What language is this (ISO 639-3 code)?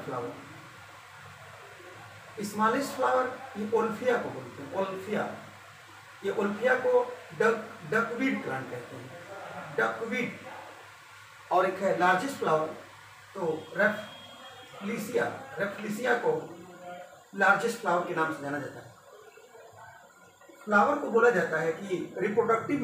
hin